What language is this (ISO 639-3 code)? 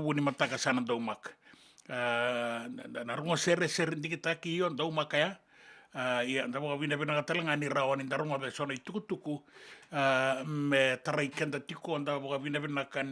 fij